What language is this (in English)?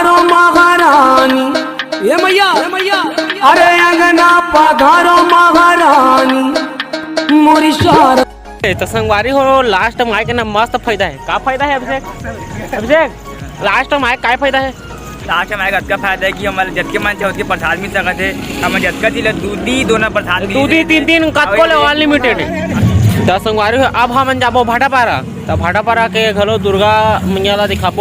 Chhattisgarhi